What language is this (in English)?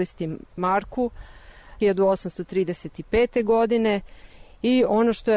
Serbian